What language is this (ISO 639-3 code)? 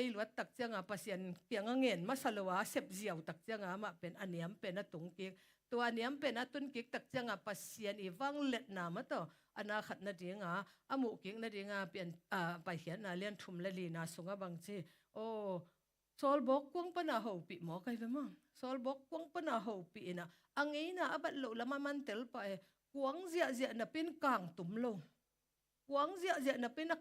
ctd